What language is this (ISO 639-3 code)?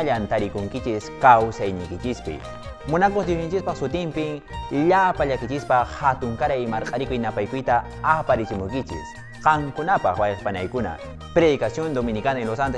que